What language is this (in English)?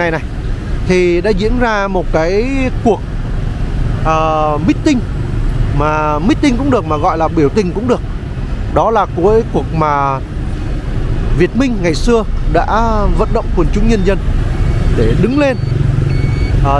Vietnamese